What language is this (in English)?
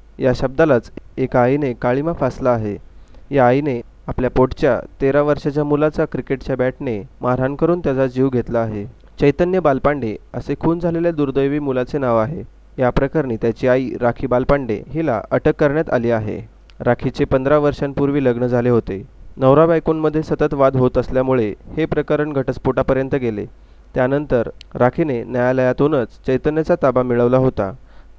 Marathi